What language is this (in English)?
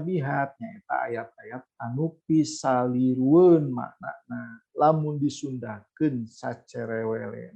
Sundanese